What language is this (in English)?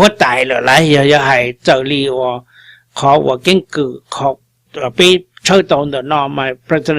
Hmong